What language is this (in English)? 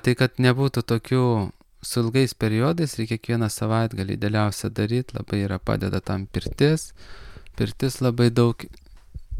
Lithuanian